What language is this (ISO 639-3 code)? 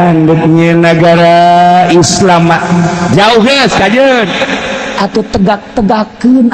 sun